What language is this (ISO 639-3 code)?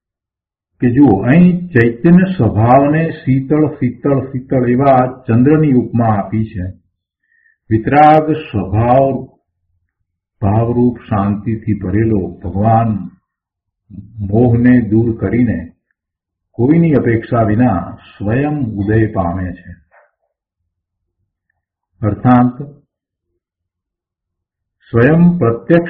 guj